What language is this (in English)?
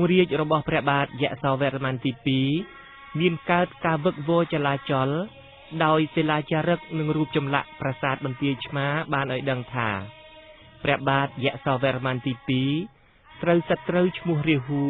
Khmer